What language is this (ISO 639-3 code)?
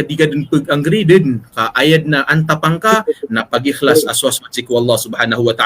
mrw